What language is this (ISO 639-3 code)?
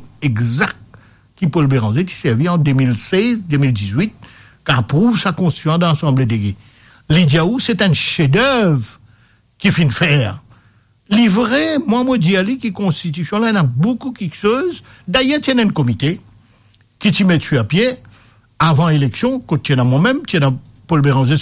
mfe